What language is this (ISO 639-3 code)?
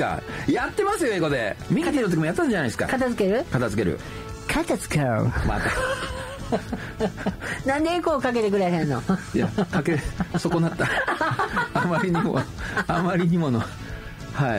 jpn